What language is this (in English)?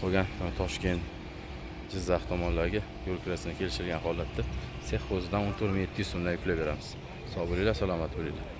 Uzbek